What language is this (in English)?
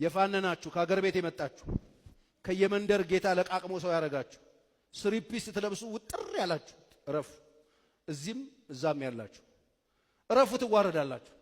Amharic